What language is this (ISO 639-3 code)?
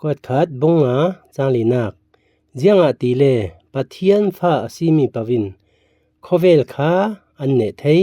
cfm